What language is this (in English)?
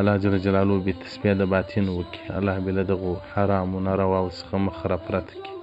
Pashto